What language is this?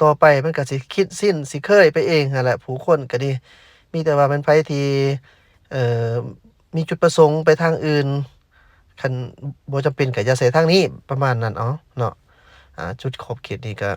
Lao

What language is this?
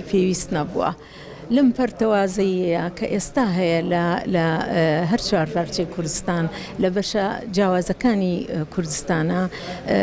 Central Kurdish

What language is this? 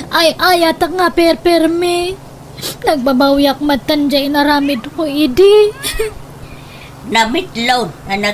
Iloko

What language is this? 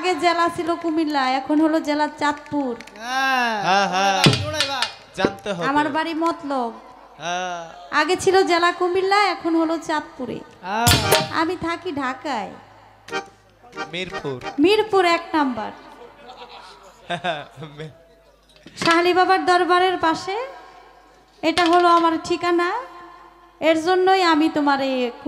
Bangla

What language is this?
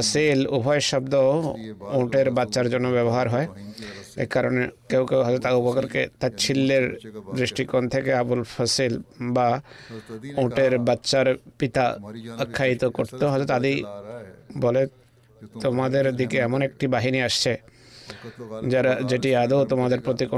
Bangla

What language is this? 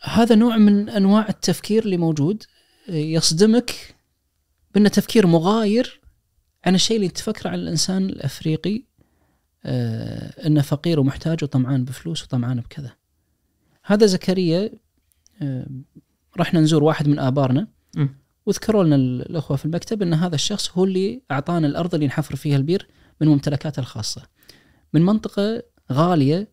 Najdi Arabic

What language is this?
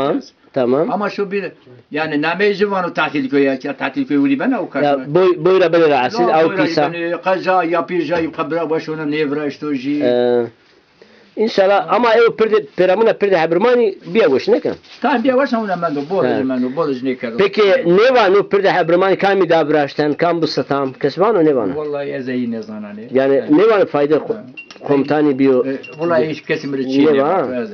Zaza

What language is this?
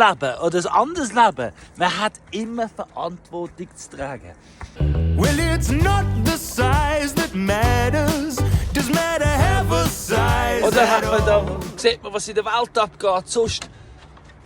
Swiss German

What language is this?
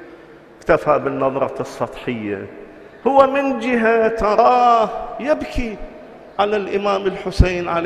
Arabic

